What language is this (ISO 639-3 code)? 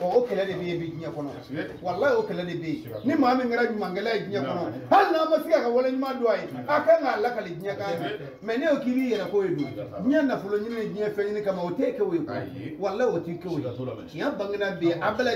bam